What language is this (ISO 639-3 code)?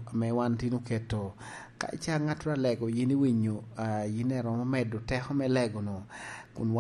laj